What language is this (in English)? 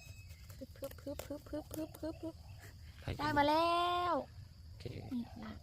Lao